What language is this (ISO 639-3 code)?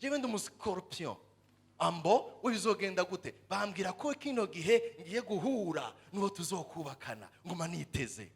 run